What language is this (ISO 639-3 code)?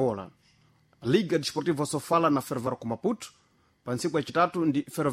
seh